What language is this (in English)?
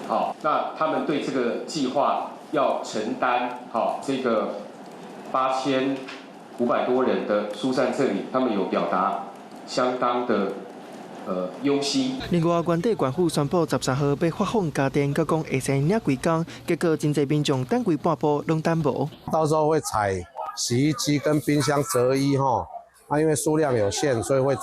Min Nan Chinese